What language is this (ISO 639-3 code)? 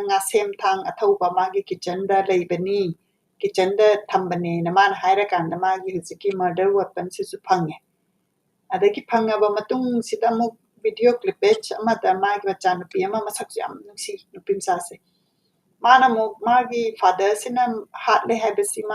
mni